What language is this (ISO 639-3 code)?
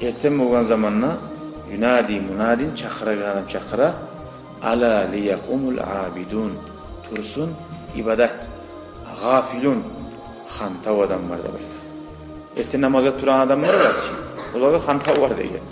kum